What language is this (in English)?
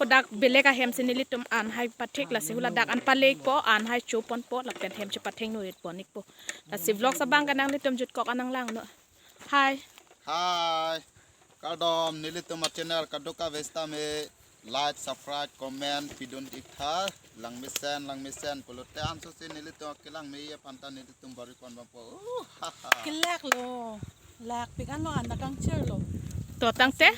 Karbi